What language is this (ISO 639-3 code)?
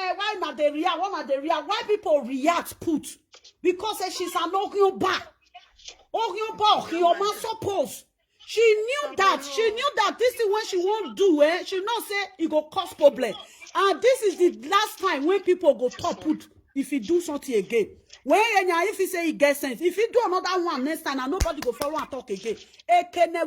pcm